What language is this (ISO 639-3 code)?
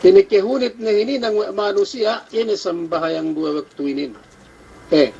yka